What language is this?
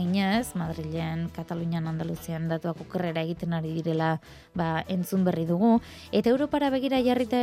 Basque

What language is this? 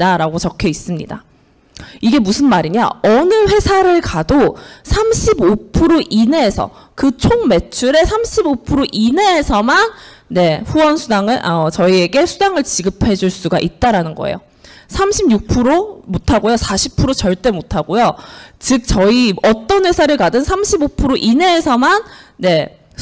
Korean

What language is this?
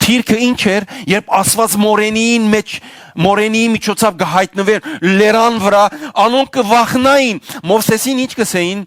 Western Armenian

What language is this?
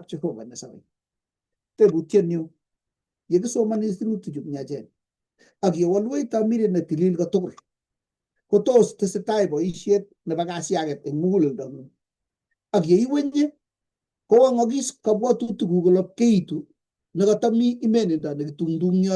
Kalenjin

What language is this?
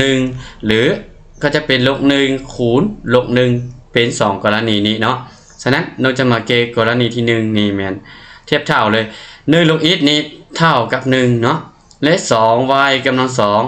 Lao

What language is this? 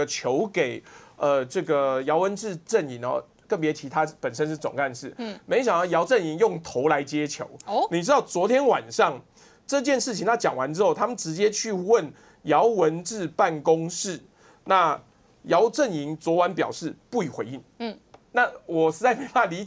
Chinese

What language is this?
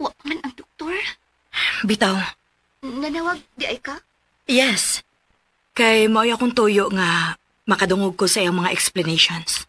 Cebuano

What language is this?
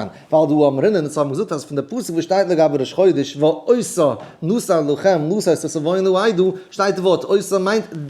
Yiddish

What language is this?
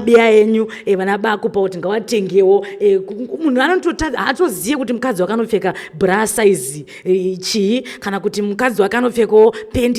Shona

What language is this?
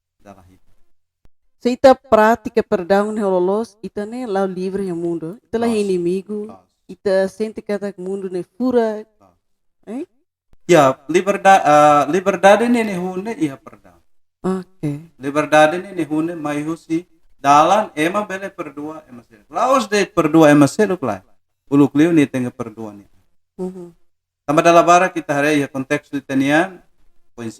Tetum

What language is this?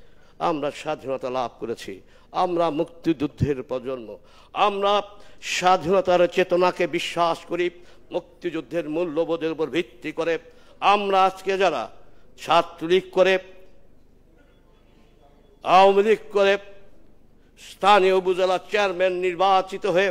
Bangla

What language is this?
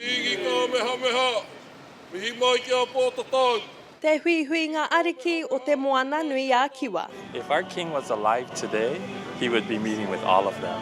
Māori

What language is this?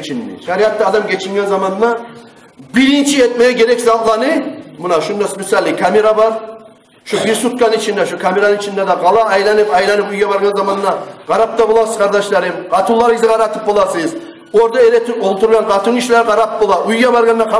Kumyk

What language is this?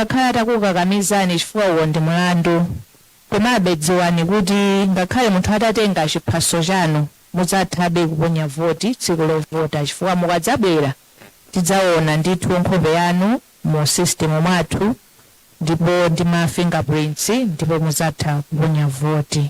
Nyanja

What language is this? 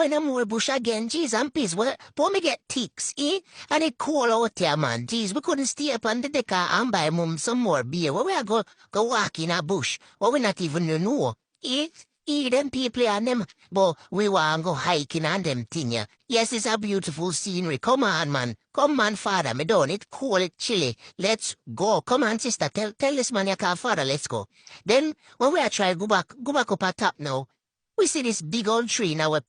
Jamaican Creole English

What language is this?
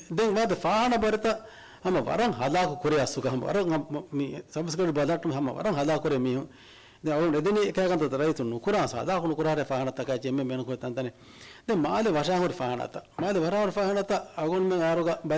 Divehi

